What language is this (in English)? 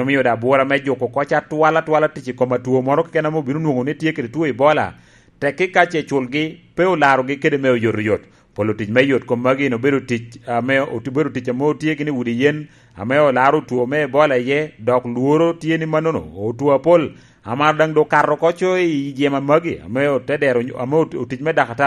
Lango (Uganda)